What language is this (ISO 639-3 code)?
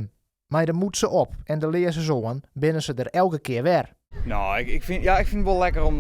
fry